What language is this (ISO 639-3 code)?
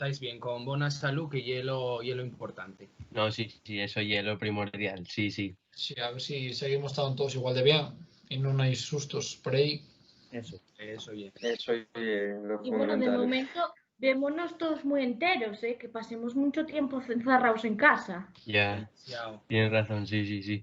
ast